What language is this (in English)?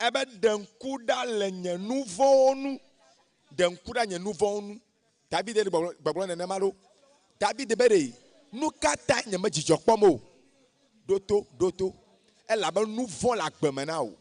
Ewe